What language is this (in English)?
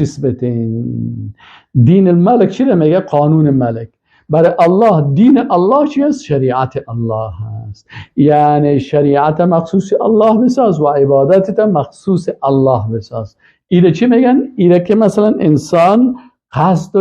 Persian